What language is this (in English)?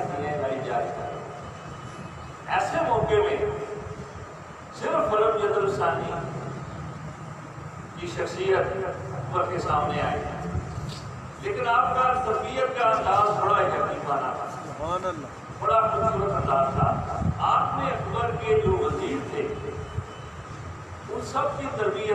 Urdu